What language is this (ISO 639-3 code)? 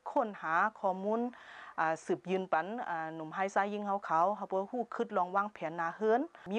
shn